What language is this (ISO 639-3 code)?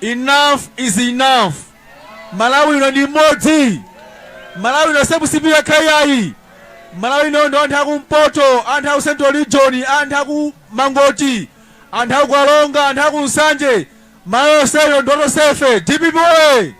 nya